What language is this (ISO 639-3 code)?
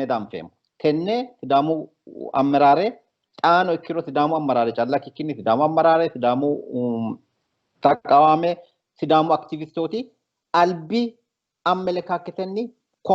sid